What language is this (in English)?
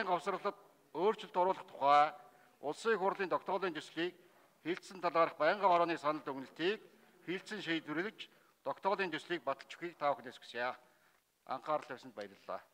Mongolian